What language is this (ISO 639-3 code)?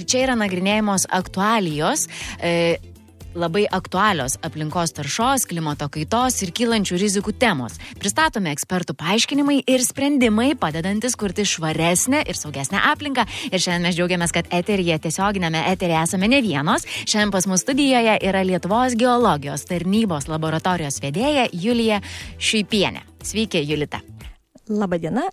lit